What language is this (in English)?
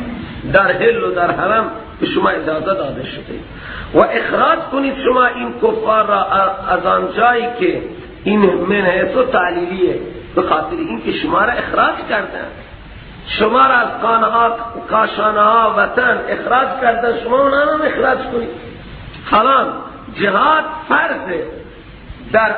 Persian